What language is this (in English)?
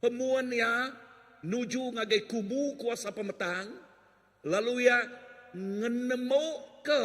Iban